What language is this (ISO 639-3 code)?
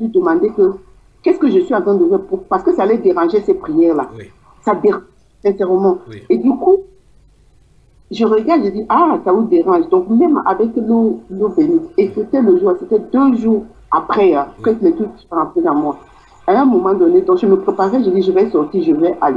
fra